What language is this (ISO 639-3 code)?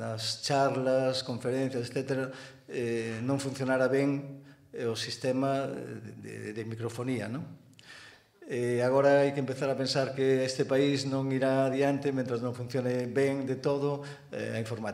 glg